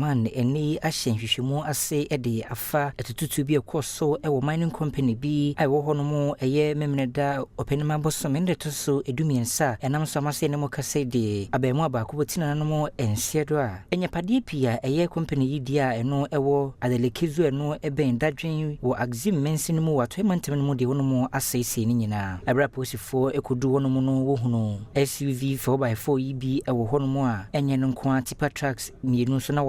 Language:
Akan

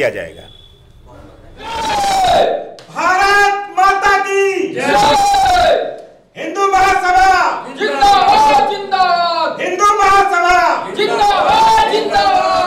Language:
Hindi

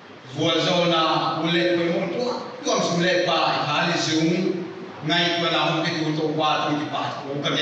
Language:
Paite Chin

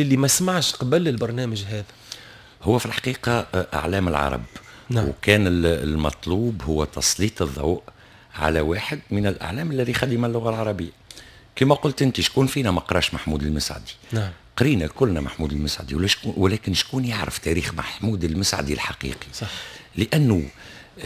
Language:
Tunisian Arabic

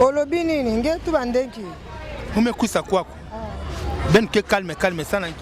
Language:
Lingala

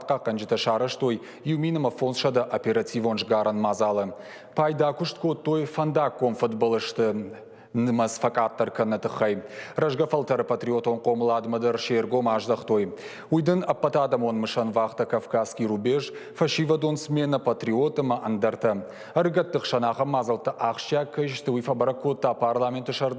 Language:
Ossetic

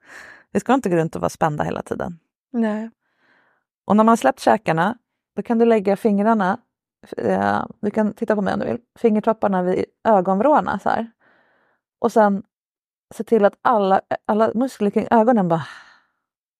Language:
Swedish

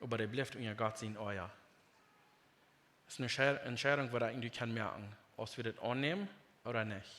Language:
Plautdietsch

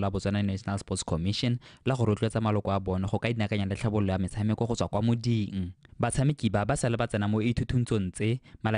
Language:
Tswana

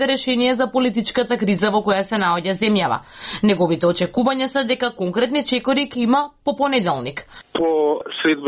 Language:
Macedonian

